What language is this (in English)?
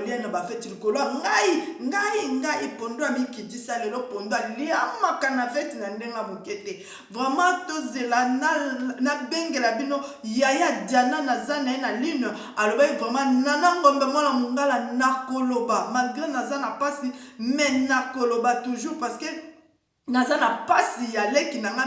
Lingala